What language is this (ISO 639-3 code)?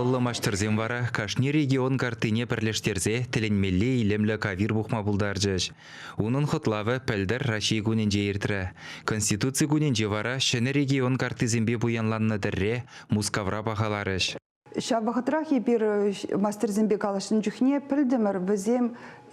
chv